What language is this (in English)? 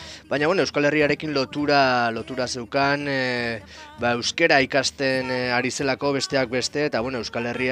Basque